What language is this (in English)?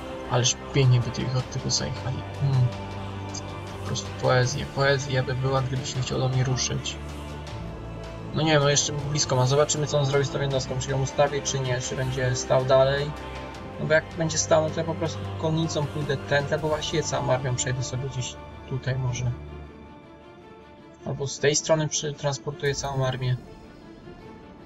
Polish